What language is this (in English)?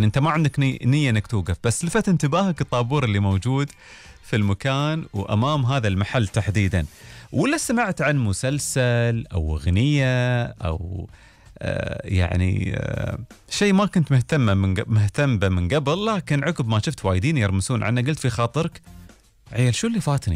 Gulf Arabic